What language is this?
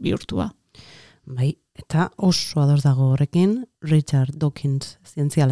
Basque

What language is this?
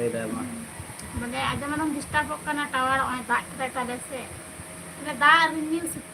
Santali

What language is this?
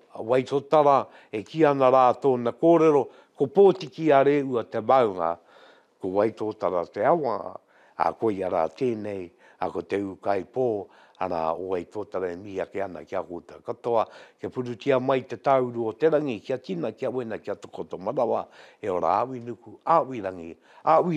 Māori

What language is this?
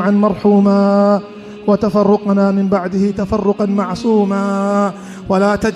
Kurdish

